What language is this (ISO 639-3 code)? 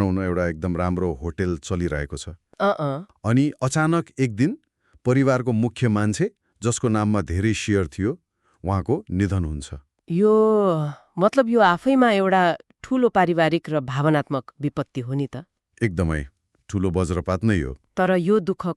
nep